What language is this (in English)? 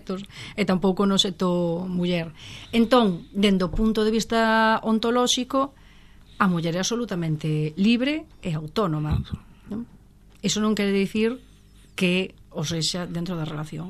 Galician